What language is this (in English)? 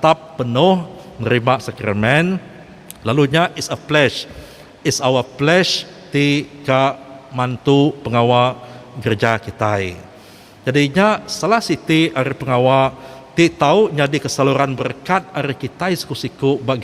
Iban